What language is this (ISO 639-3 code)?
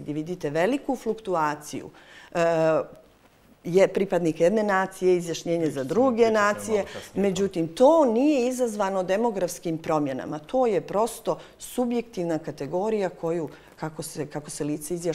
bos